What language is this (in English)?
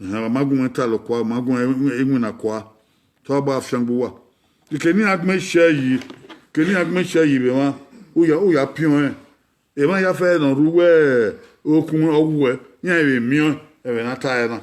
Bini